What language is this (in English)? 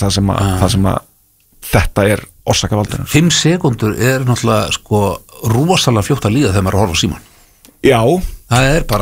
Icelandic